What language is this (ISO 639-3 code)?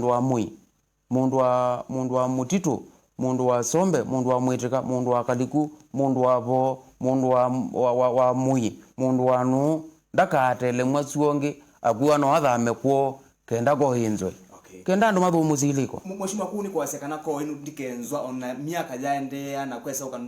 kam